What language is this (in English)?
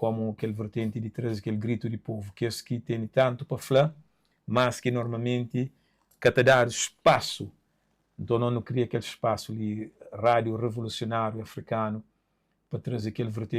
Kabuverdianu